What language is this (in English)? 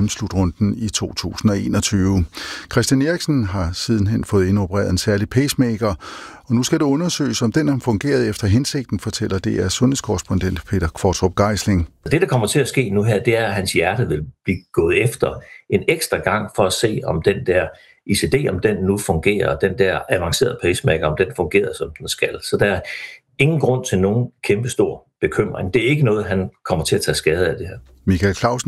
Danish